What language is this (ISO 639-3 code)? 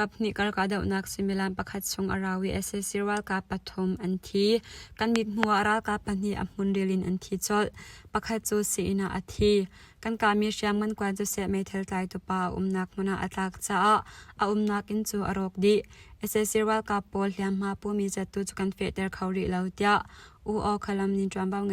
cnh